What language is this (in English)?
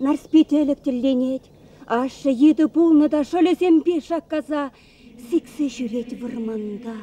Chuvash